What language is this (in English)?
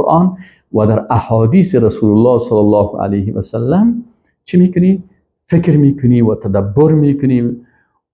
Persian